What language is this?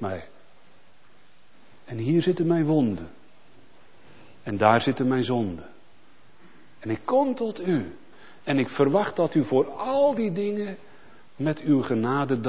Dutch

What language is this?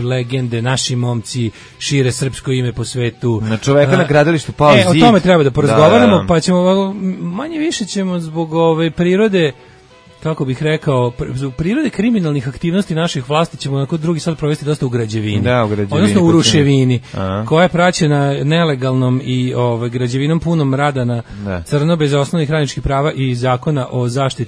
Serbian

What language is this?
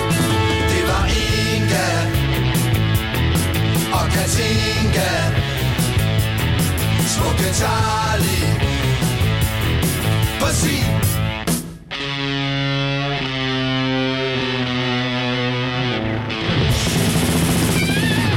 Danish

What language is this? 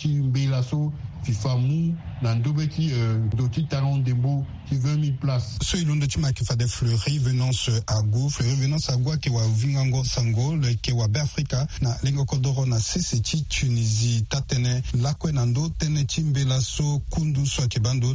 Sango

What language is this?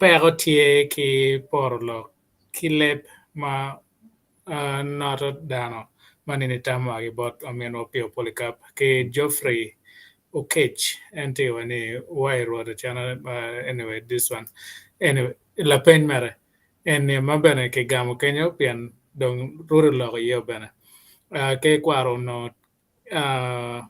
Acoli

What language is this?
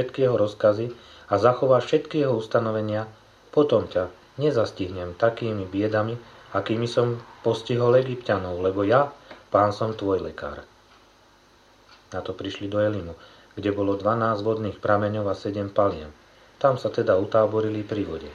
Slovak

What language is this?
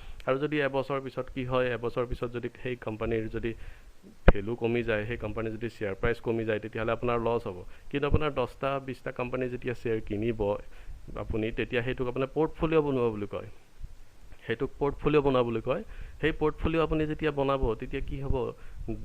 Assamese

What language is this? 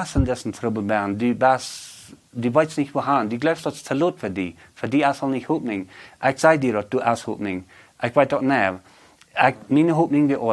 Plautdietsch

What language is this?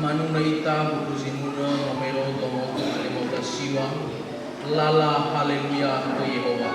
Nias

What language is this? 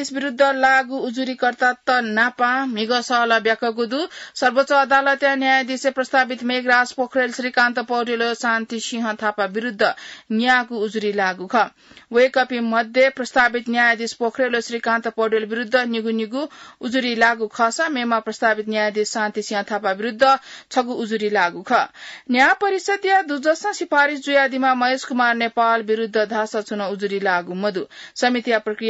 Newari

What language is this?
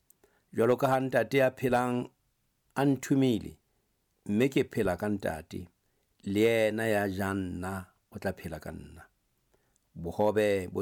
Southern Sotho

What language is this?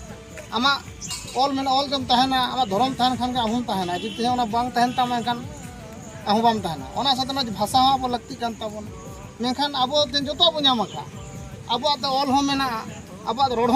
Santali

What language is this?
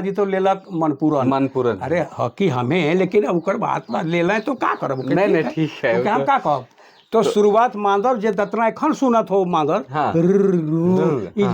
Sadri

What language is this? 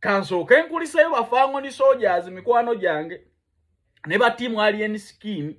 Ganda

